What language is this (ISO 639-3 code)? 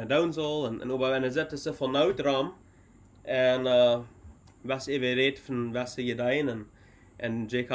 pdt